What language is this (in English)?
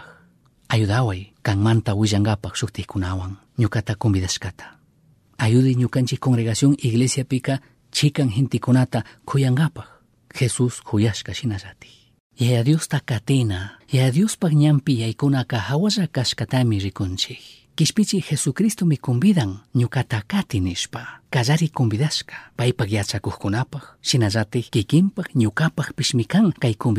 Chimborazo Highland Quichua